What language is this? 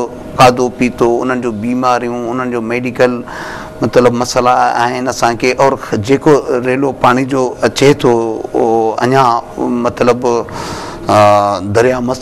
Sindhi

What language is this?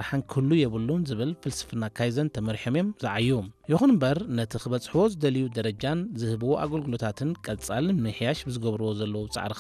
Tigrinya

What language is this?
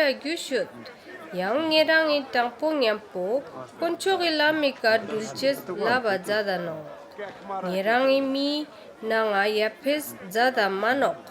Ladakhi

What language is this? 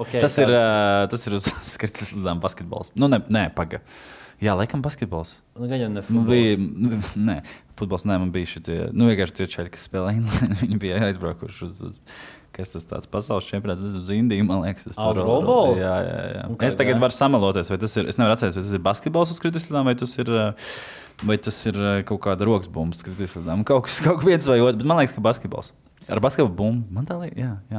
Latvian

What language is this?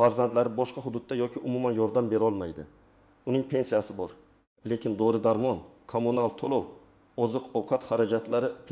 Uzbek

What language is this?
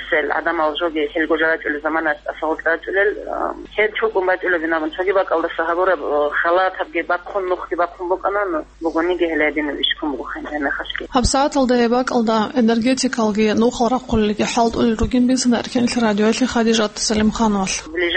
Avaric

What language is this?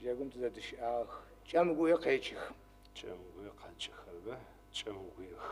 Adyghe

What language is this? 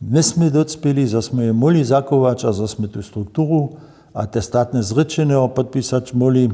Upper Sorbian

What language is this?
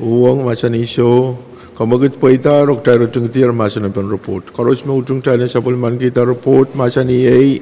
Pohnpeian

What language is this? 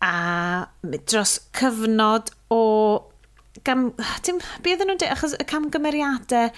Welsh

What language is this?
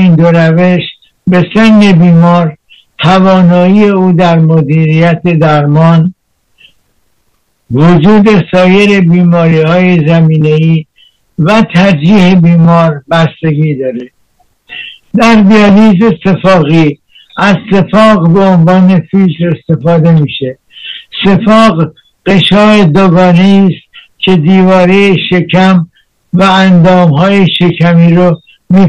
Persian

